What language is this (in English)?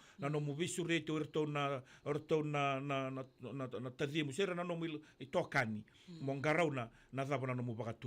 Fijian